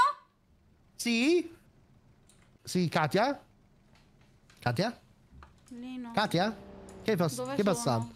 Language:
Italian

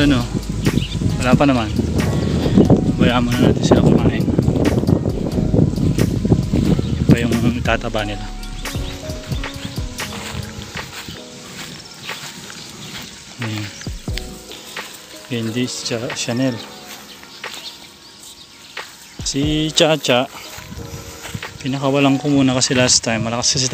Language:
Filipino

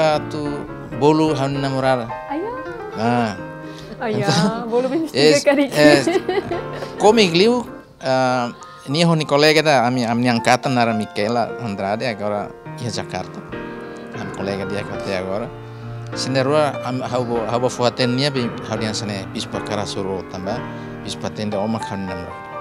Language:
Tetum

